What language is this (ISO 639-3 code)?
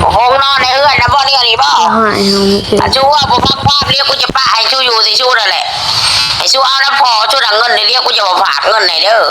tts